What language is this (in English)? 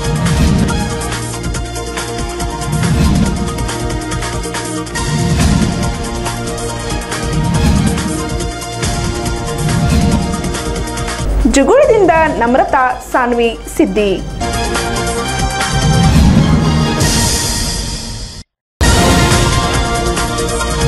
Kannada